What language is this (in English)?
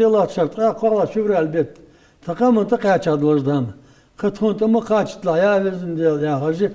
Ingush